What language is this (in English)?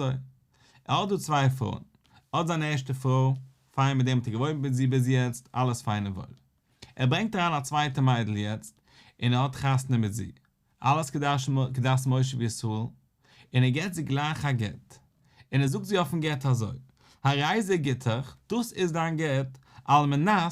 Yiddish